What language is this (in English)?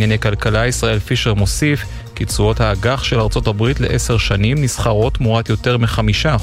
Hebrew